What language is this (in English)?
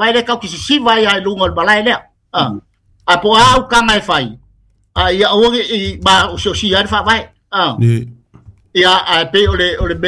Samoan